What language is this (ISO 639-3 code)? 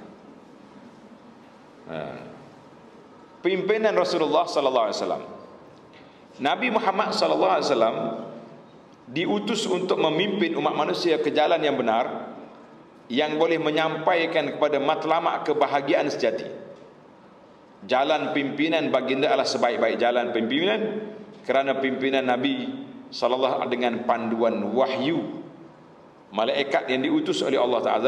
msa